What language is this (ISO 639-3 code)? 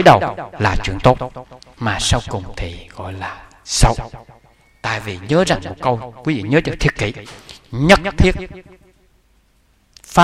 vie